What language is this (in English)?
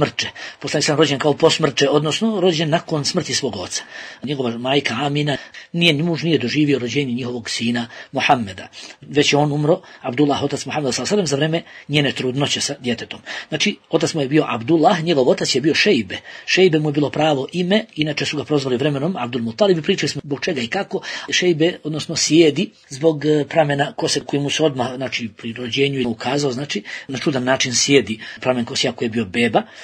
Bosnian